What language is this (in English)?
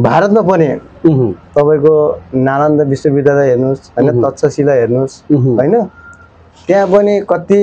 Nepali